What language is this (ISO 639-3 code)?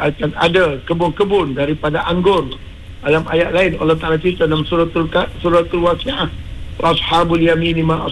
msa